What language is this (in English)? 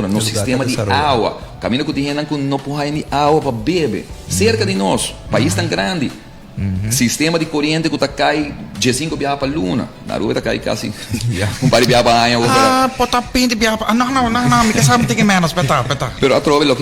Papiamento